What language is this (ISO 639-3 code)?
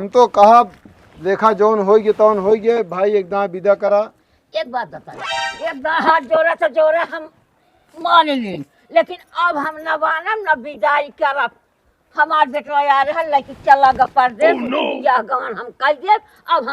awa